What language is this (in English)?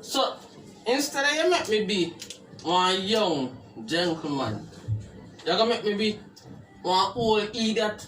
Jamaican Creole English